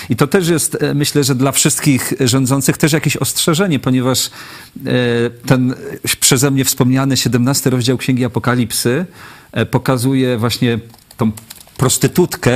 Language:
Polish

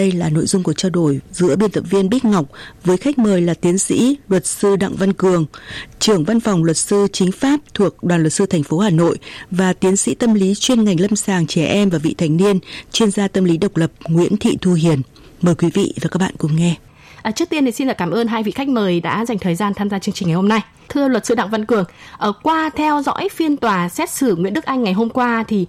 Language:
Vietnamese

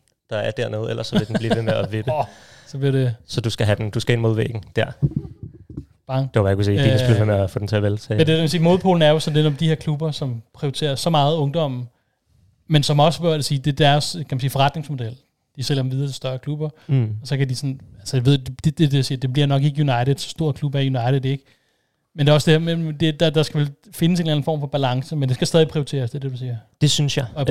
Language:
Danish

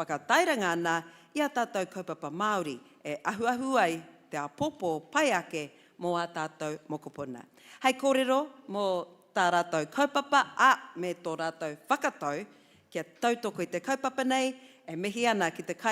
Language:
Māori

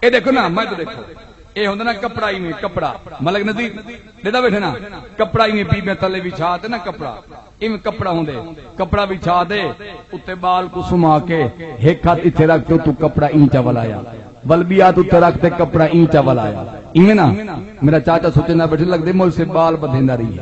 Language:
Saraiki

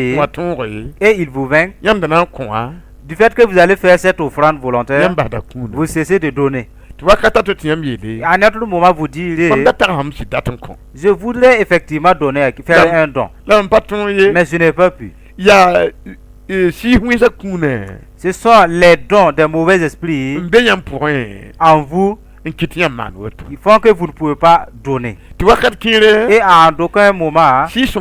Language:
Mossi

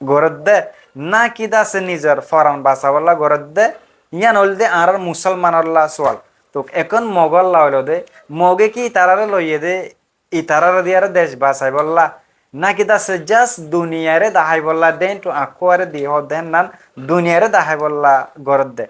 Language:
Rohingya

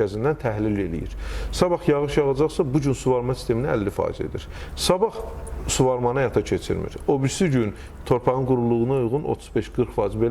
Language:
Azerbaijani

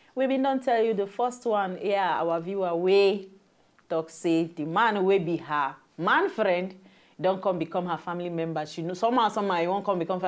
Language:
Nigerian Pidgin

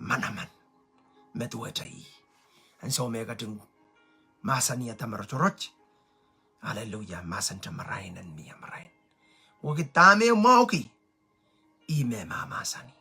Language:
Pohnpeian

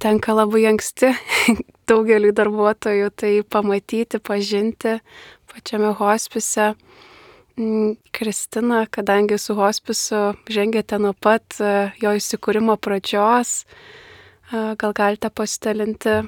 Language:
Lithuanian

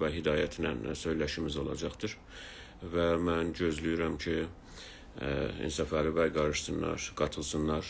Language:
South Azerbaijani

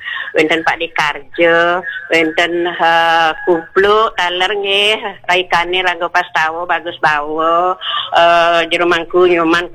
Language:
Balinese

